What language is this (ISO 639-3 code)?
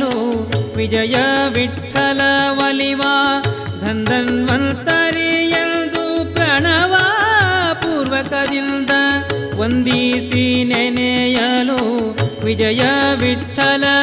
kan